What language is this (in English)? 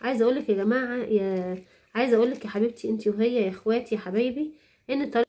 Egyptian Arabic